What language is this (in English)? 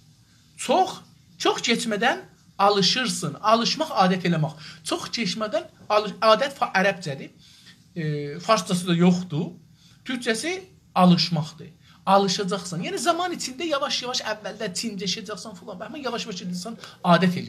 South Azerbaijani